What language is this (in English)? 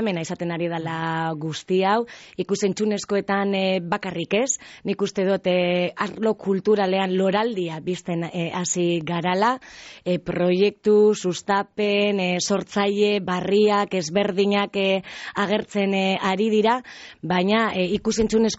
Basque